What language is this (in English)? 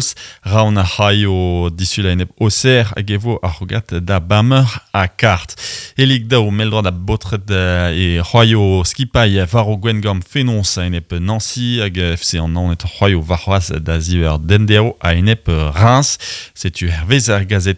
Breton